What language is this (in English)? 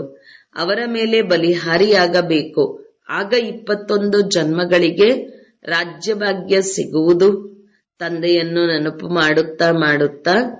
Kannada